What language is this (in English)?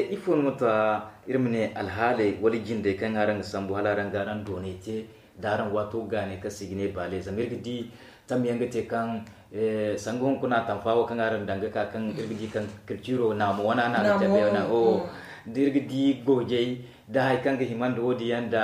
Zarma